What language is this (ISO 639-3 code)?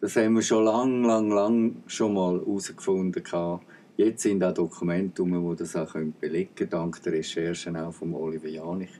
gsw